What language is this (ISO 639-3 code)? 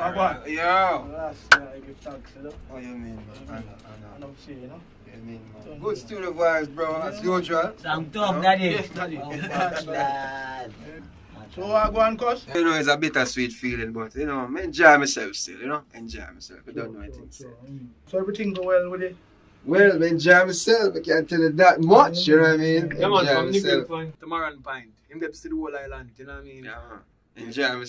jam